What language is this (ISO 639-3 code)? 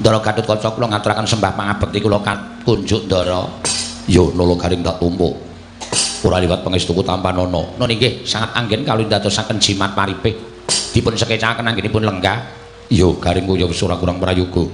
jav